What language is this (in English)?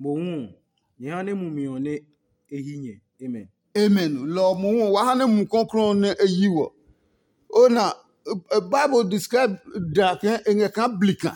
Adangme